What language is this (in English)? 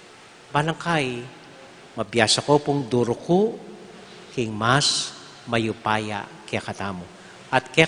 Pampanga